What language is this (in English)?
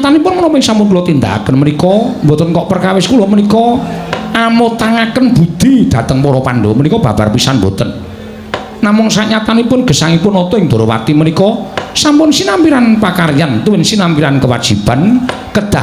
Javanese